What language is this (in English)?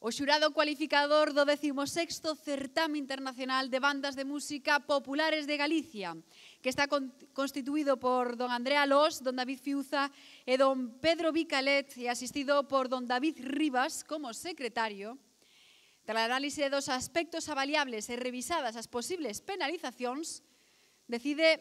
Galician